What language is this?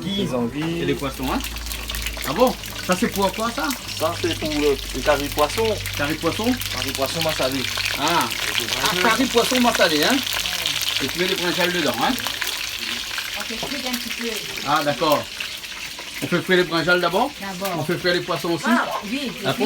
Réunion Creole French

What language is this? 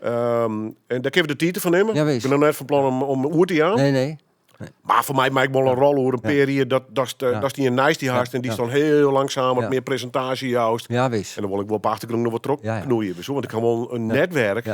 Western Frisian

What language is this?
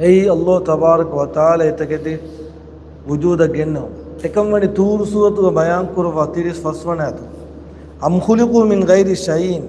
Divehi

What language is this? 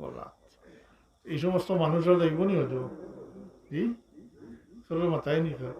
Sylheti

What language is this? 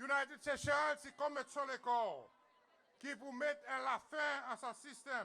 Seselwa Creole French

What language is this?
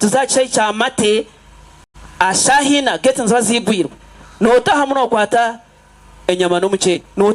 Nyankole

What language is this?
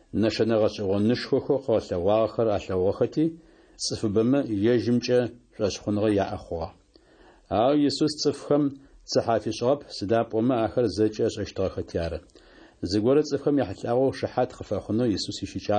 Adyghe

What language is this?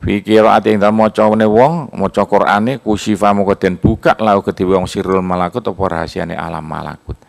Javanese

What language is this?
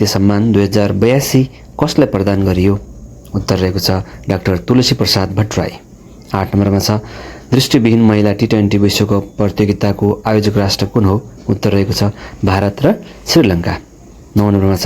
Nepali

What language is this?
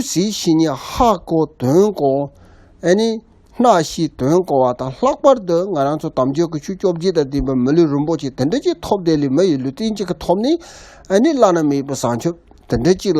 Tibetan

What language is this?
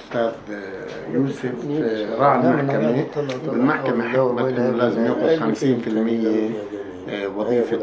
North Levantine Arabic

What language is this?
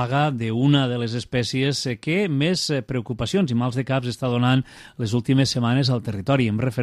Catalan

